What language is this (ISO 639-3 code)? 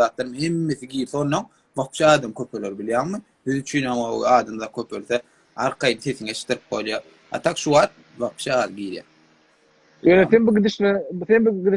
tuk